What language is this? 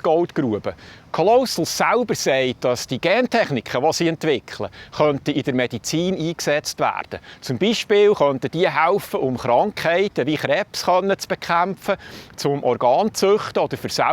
Swiss German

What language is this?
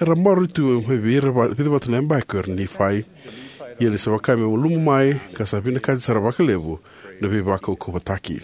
Fijian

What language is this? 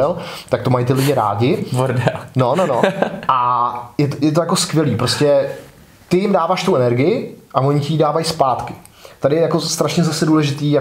Czech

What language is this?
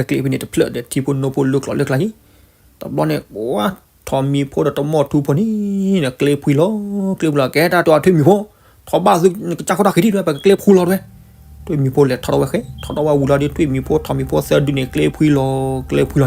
S'gaw Karen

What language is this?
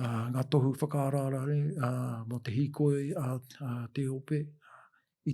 Māori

